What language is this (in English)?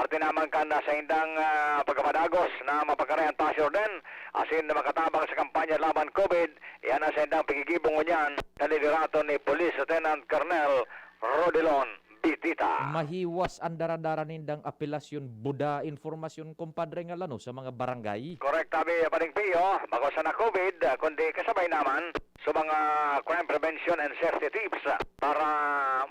Bikol